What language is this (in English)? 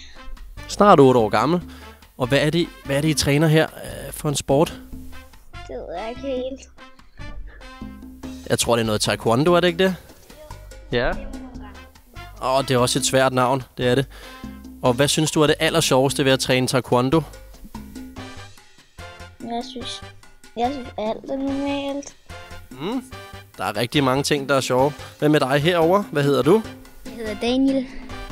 Danish